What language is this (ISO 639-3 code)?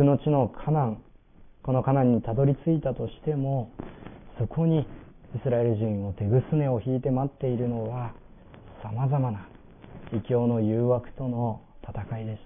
jpn